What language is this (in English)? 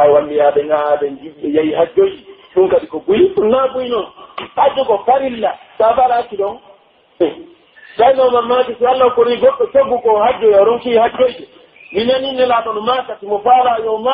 Pular